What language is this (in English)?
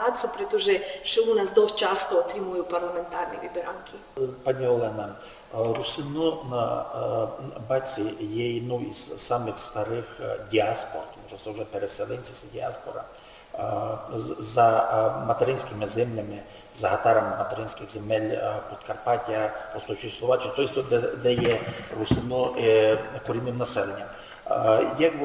Rusyn